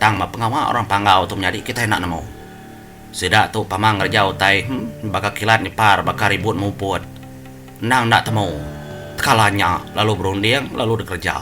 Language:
Iban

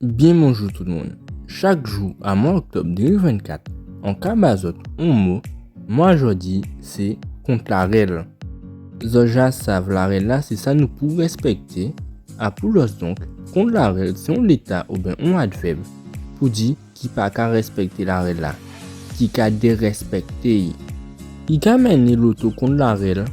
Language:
Guadeloupean Creole French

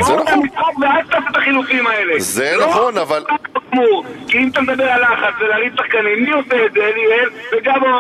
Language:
Hebrew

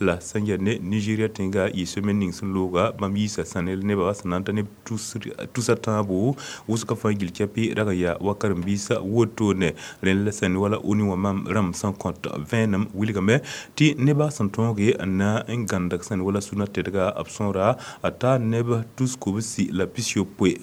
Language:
Mossi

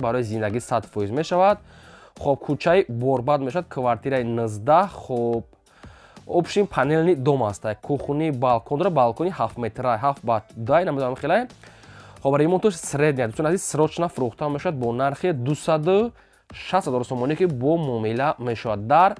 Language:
Tajik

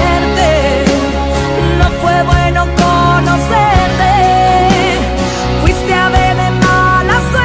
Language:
Spanish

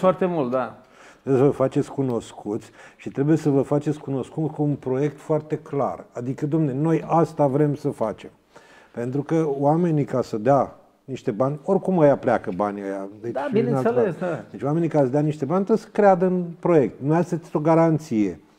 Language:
Romanian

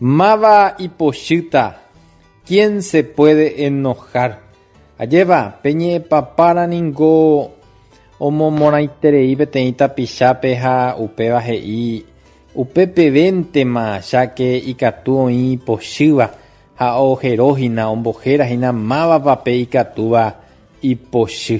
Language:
Guarani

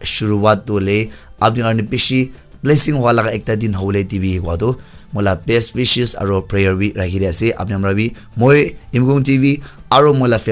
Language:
Naga Pidgin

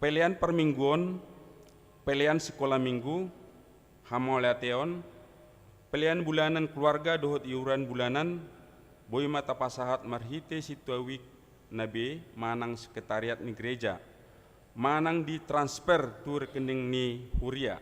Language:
Batak Toba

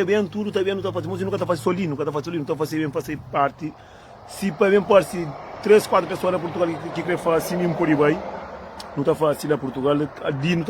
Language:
Kabuverdianu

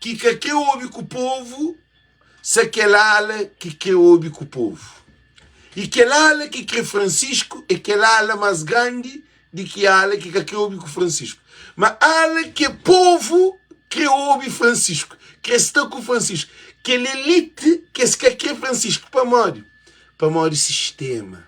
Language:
Kabuverdianu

